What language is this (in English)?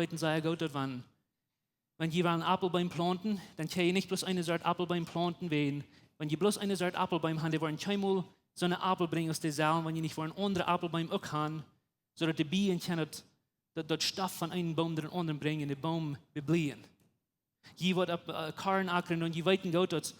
Plautdietsch